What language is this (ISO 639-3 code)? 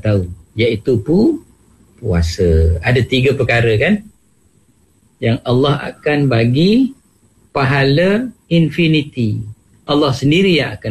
msa